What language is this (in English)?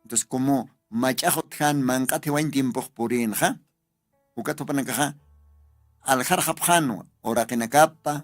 Aymara